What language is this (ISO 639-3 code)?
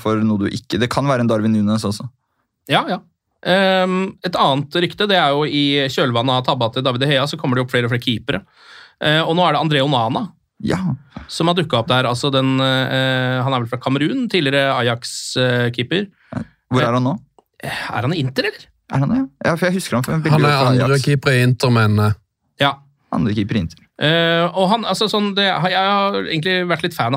nor